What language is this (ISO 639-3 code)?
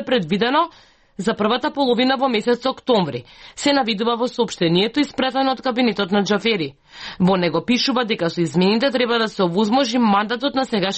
mkd